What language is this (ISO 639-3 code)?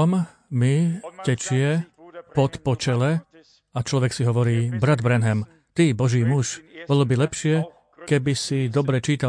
slk